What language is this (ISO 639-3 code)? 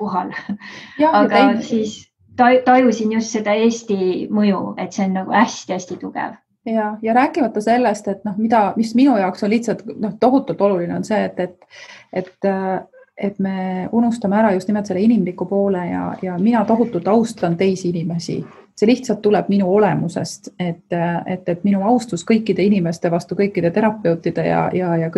est